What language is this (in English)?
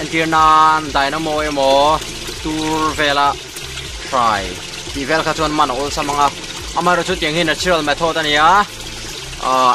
Mizo